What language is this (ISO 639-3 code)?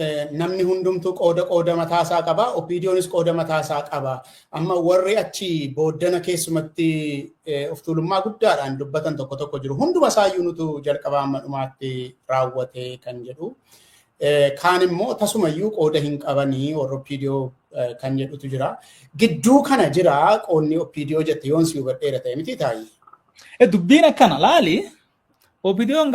orm